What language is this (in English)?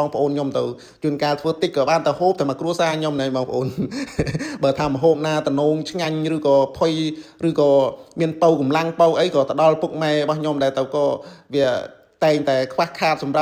Khmer